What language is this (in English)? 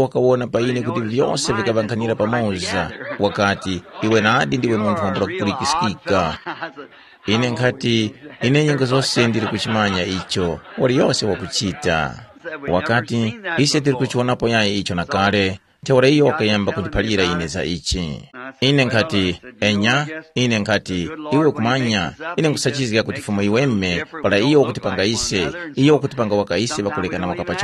Tumbuka